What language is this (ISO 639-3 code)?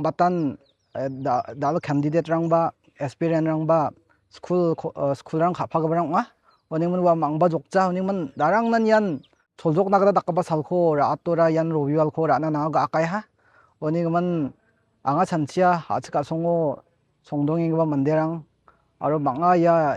grt